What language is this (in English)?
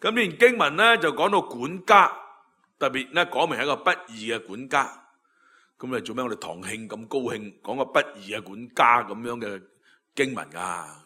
Cantonese